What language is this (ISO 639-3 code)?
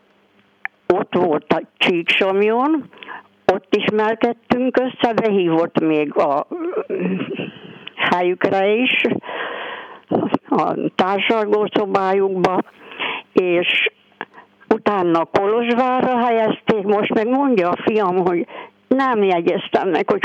hun